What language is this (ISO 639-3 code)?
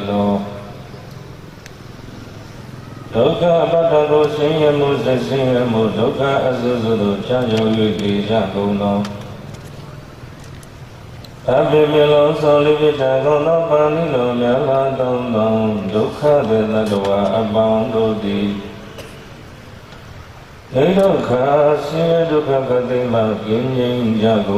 mya